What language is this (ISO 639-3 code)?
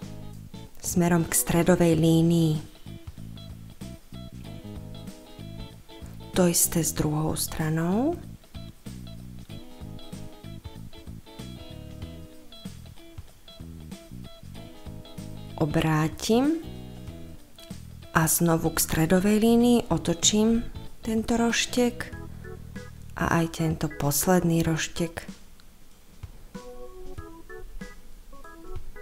slk